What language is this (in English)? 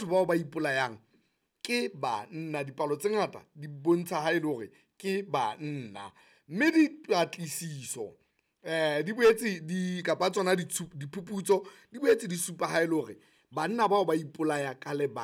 Southern Sotho